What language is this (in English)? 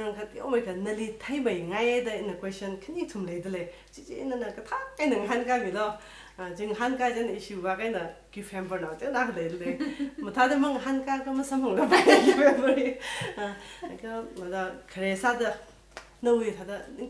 Tangkhul Naga (India)